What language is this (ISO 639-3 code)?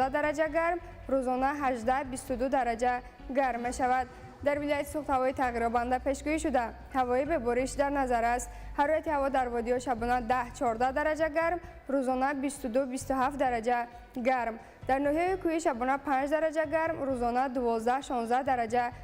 tgk